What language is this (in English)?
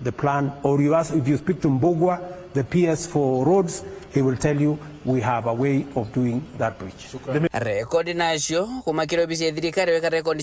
Meru